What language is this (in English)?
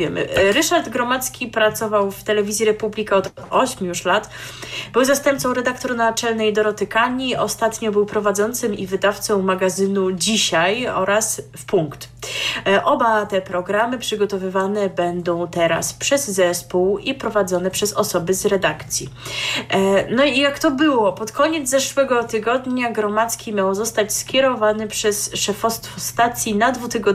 Polish